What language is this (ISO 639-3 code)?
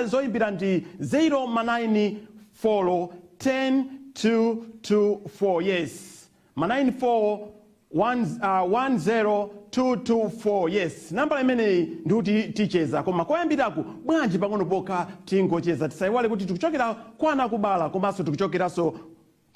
nya